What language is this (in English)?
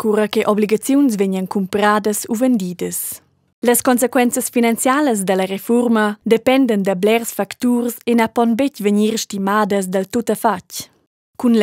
Romansh